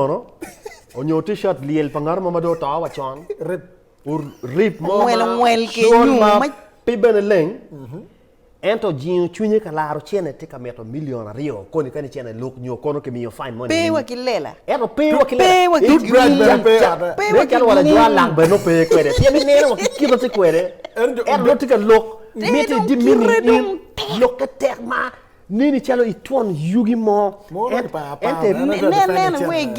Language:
Acoli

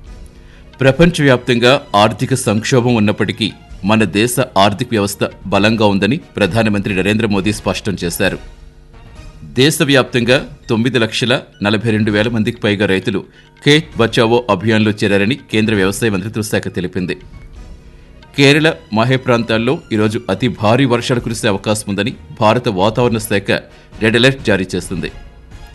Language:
Telugu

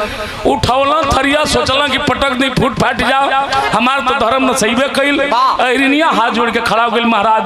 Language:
Bhojpuri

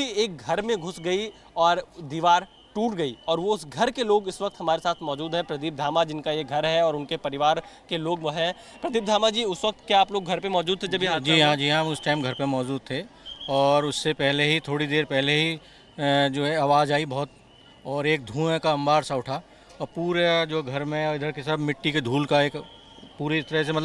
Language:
Hindi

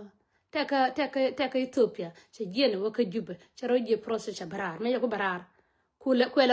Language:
Nuer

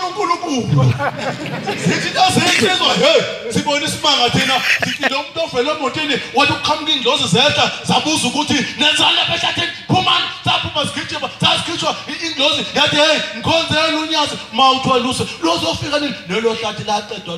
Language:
Zulu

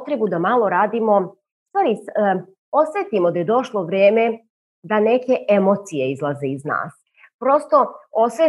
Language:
Serbian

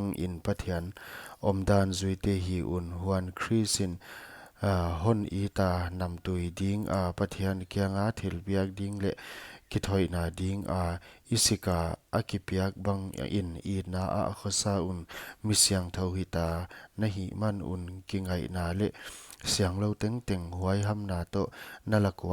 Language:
Paite Chin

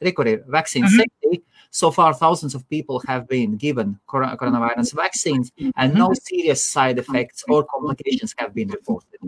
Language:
Latvian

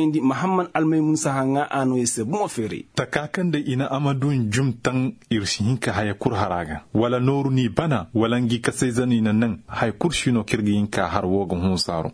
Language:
Koyraboro Senni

